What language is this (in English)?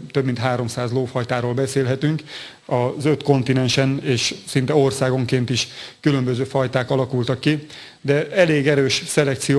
Hungarian